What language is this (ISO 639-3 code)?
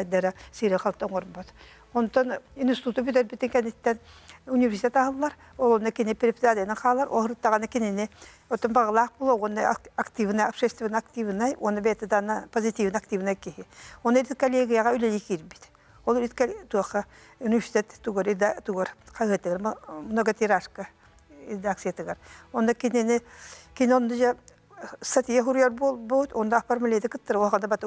sah